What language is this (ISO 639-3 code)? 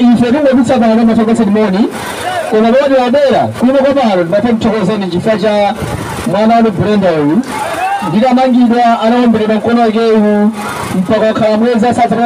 nya